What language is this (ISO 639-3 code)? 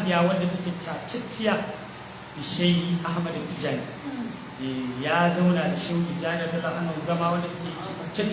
hau